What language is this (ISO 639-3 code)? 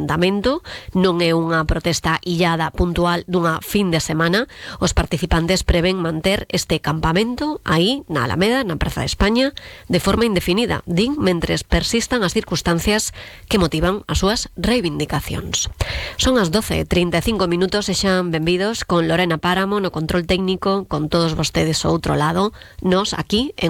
glg